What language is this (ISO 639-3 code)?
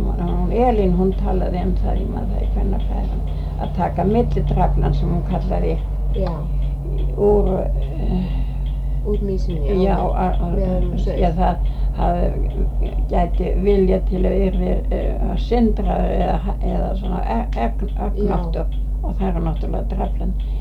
isl